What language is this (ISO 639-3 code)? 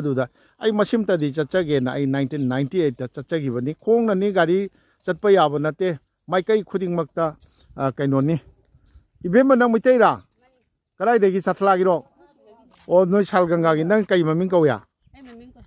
mni